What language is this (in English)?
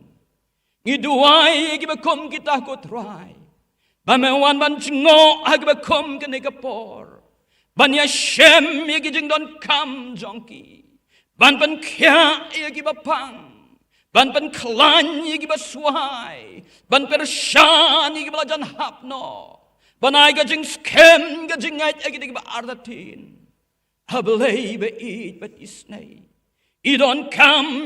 Khasi